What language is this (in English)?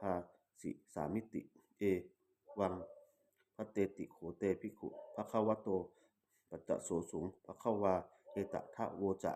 Pali